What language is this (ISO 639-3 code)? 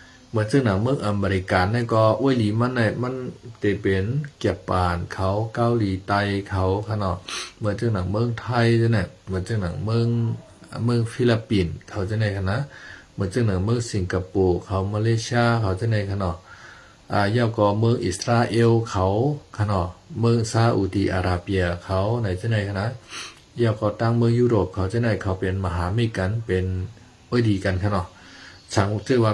shn